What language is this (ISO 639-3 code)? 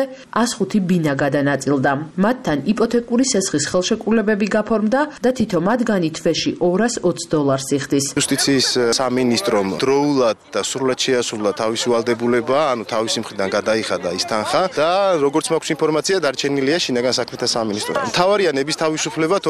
kat